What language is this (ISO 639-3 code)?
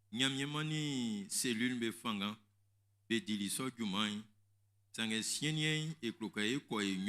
bci